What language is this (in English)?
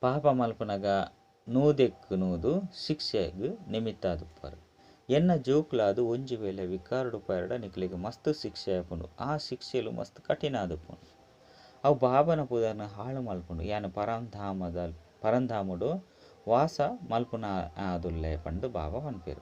Tulu